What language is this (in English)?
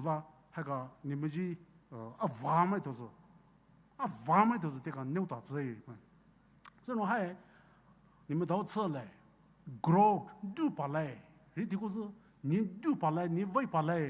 Poumei Naga